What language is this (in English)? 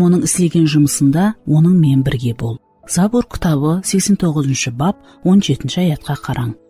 Kara-Kalpak